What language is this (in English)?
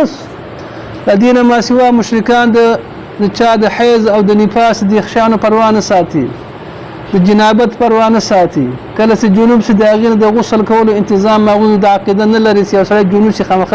Pashto